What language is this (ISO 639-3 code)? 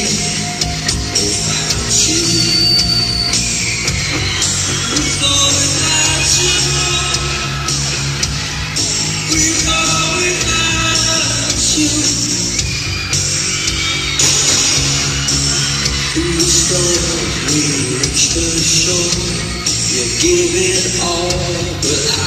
eng